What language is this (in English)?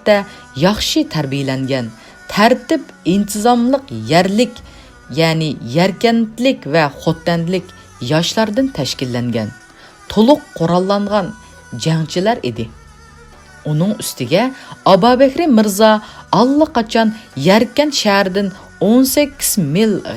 Uyghur